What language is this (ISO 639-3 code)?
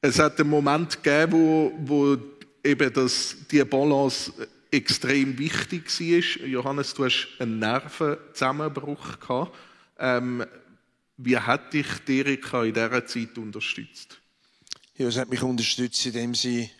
gsw